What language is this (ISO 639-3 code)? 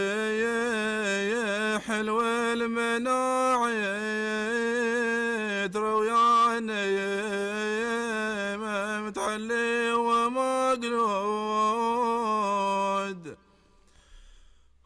ara